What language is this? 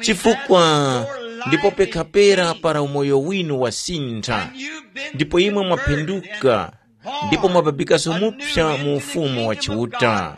Tumbuka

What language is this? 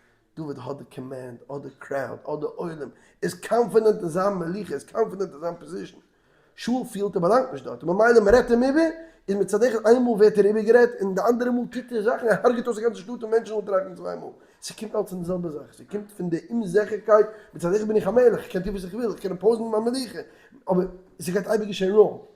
Yiddish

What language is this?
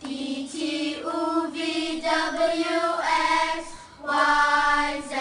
Hakha Chin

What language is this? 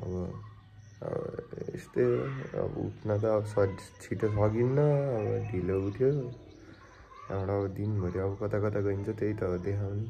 Nepali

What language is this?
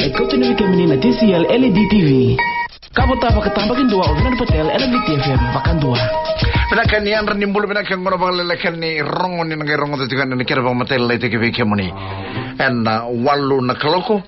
Fijian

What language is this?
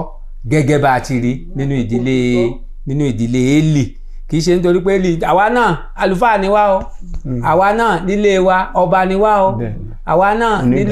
Yoruba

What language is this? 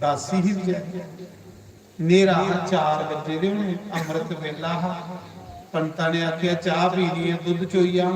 Dogri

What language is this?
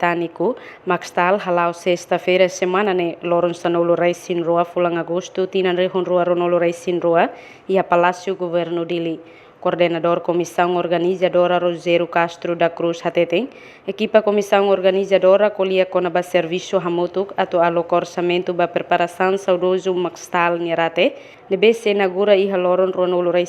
Tetum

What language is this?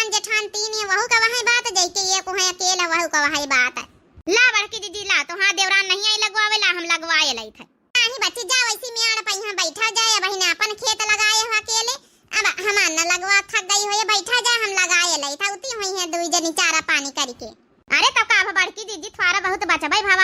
Awadhi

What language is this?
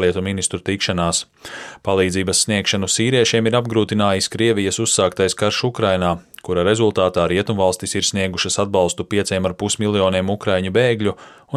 Latvian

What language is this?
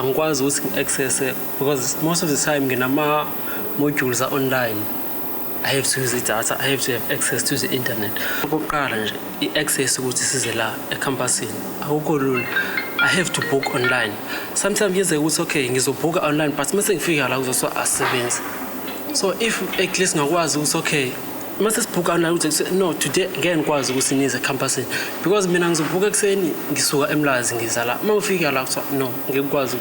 Zulu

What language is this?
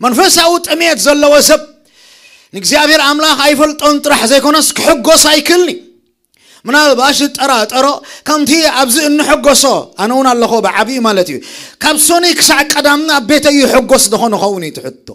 Tigrinya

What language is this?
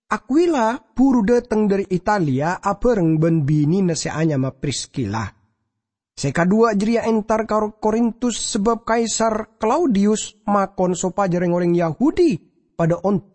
Madurese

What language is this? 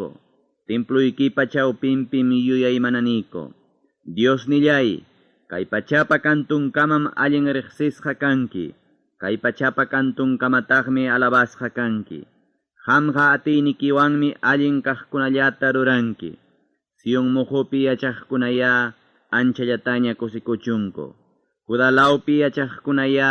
Ayacucho Quechua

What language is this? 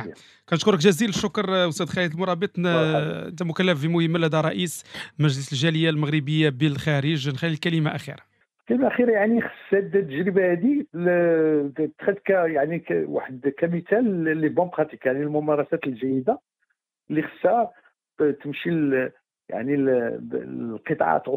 Moroccan Arabic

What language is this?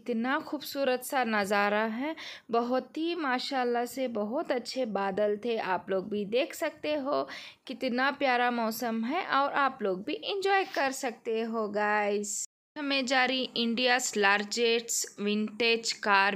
Hindi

